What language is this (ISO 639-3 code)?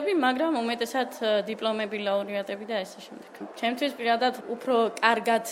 kat